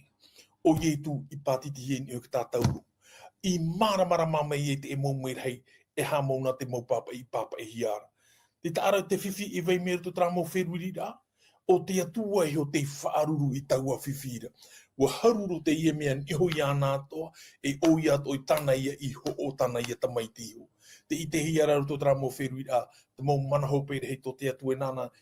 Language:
Tahitian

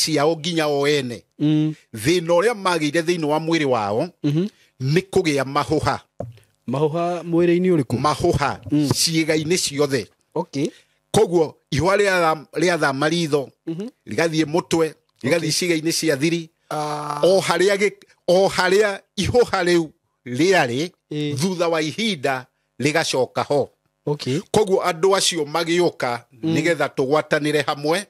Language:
Kikuyu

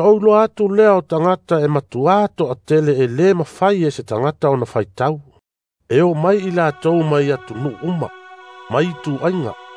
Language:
Samoan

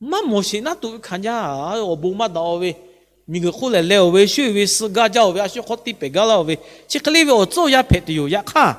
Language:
Lahu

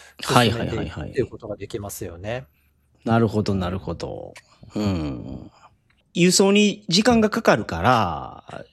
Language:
Japanese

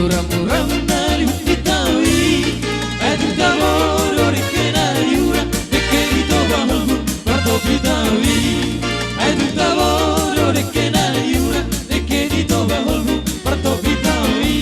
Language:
Batak Toba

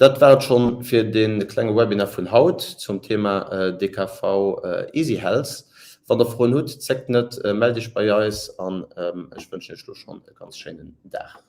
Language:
Luxembourgish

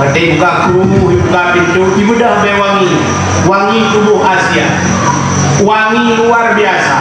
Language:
Achinese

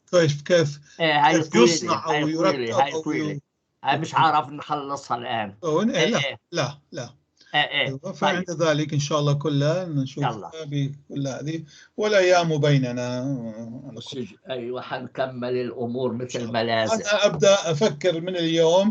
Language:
North Levantine Arabic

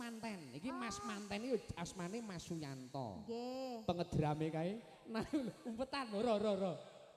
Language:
Javanese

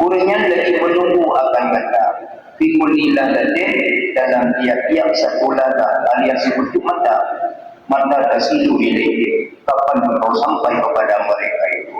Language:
Achinese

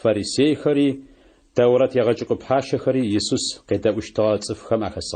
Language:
Adyghe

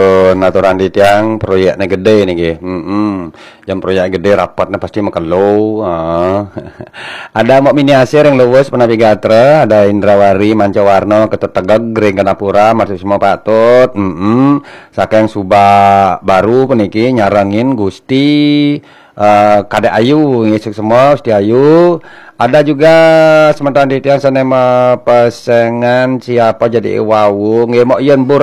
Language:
Balinese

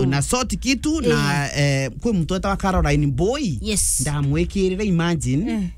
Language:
Meru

